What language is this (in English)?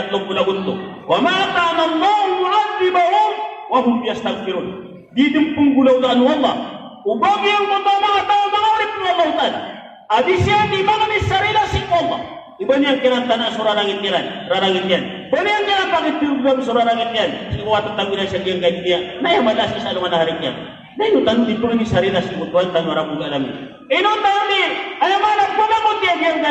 Maranao